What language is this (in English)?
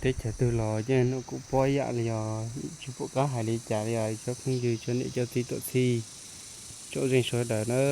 Hmong